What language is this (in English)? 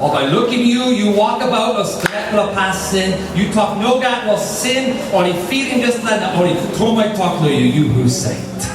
Tok Pisin